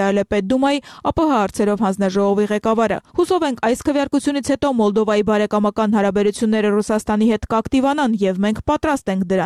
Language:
Armenian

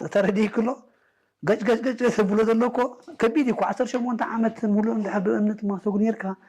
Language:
Tigrinya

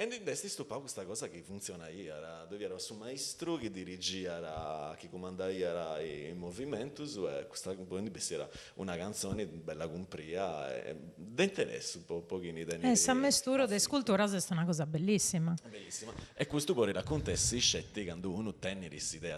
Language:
Sardinian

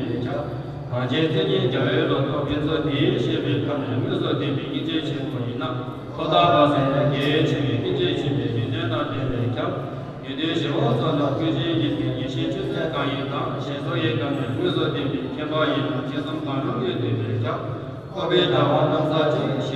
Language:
Tibetan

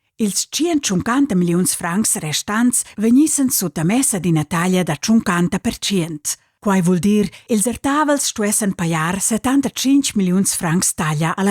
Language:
Romansh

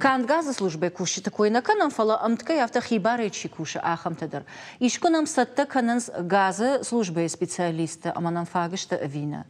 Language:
Ossetic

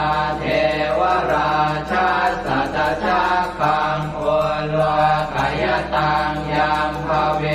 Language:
Pali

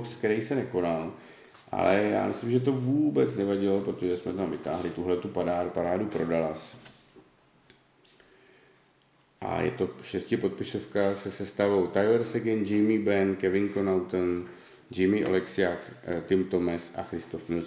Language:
Czech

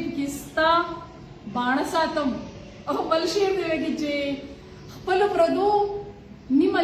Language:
Pashto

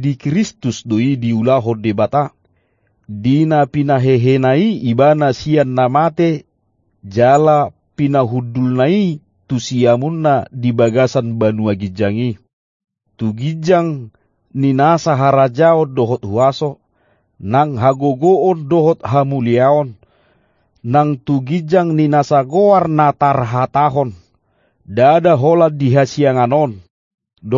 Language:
Batak Toba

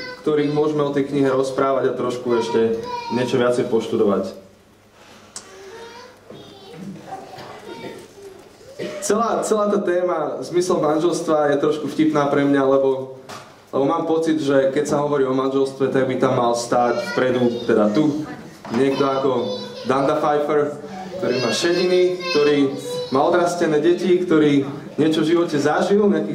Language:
Slovak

